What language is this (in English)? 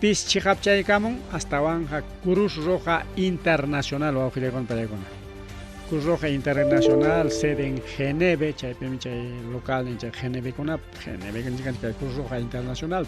Ayacucho Quechua